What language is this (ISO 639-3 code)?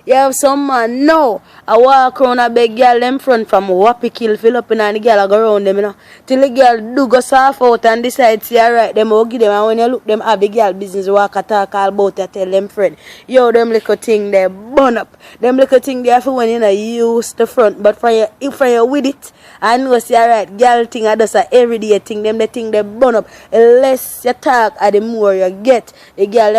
jam